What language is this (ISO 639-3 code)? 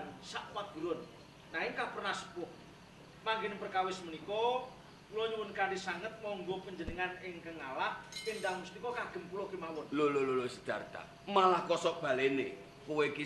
jav